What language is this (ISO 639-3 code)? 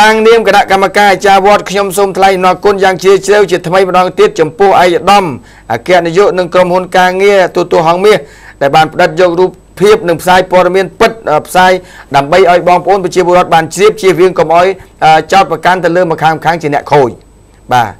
khm